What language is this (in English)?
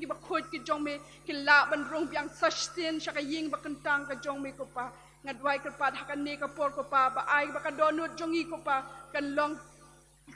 Khasi